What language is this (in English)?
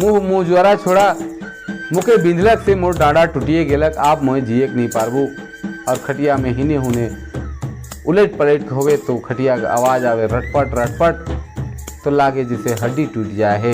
Sadri